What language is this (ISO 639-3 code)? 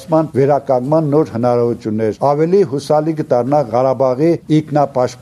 hye